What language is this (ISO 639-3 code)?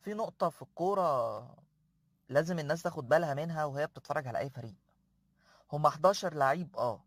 arz